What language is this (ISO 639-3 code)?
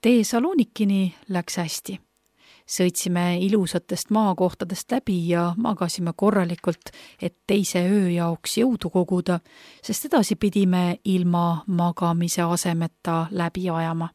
est